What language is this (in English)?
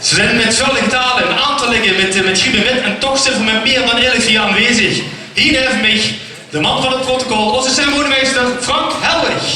Limburgish